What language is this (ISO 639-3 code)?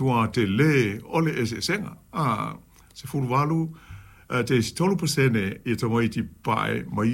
smo